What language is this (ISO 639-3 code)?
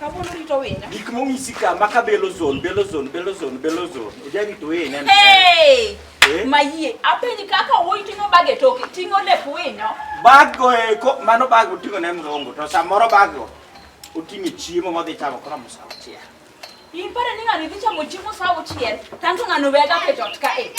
luo